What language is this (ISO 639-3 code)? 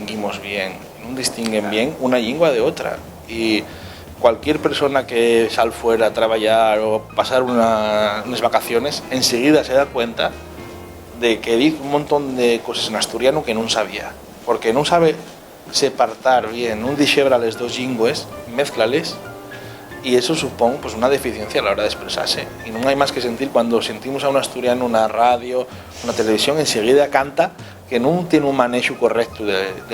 ast